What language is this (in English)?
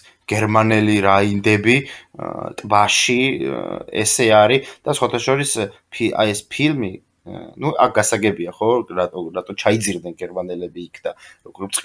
Georgian